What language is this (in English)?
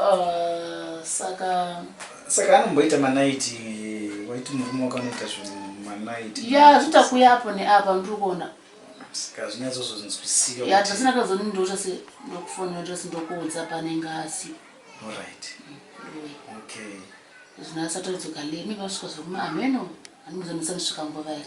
Shona